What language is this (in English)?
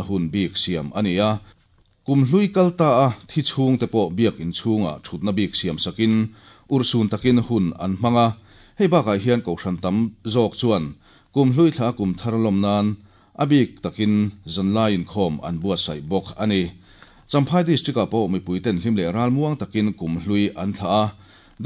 Mizo